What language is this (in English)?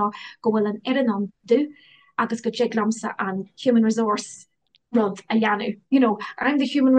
Irish